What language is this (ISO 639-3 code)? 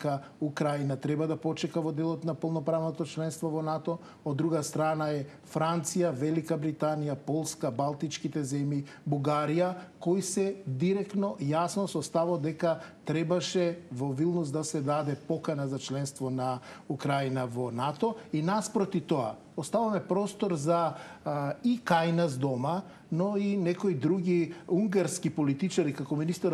mkd